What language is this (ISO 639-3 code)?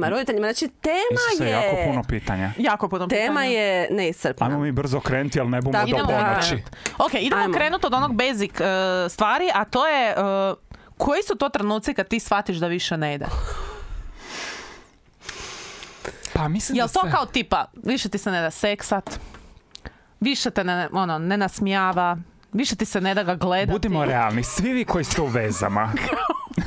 hrv